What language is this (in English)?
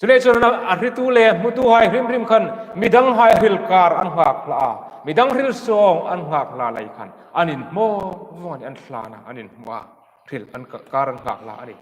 Hmar